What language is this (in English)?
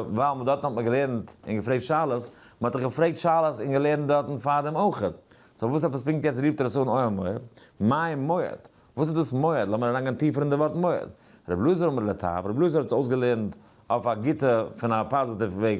Yiddish